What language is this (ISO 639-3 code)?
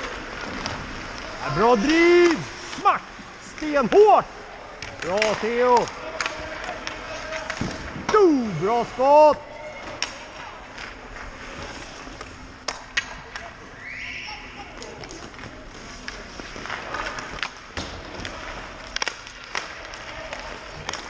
swe